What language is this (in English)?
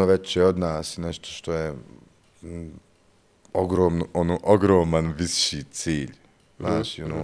Bosnian